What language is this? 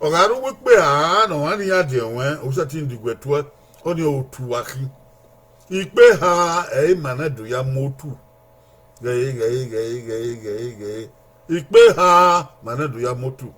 Bini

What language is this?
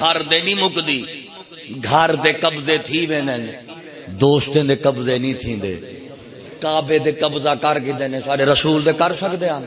Saraiki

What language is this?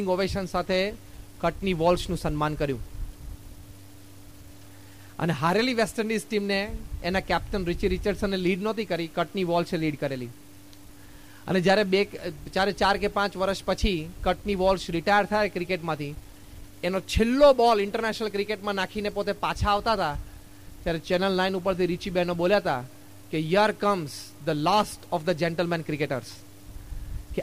Gujarati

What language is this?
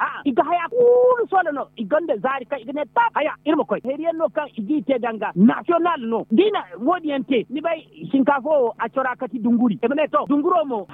Zarma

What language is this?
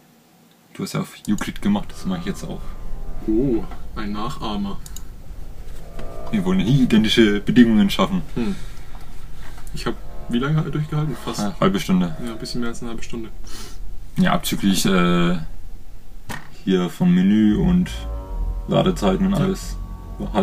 German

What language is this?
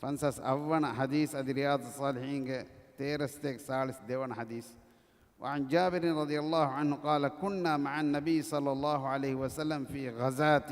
Divehi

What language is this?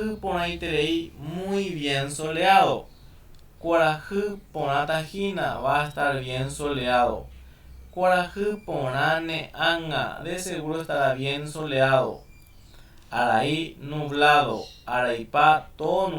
Guarani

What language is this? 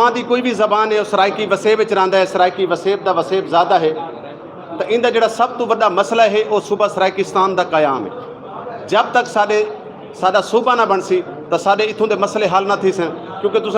Saraiki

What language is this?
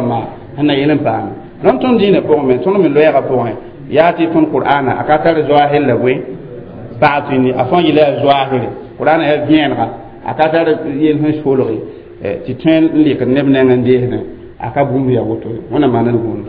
Mossi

